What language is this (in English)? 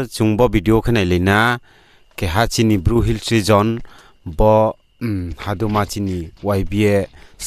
Riang (India)